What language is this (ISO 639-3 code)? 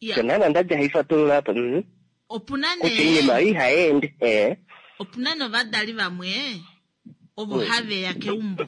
kua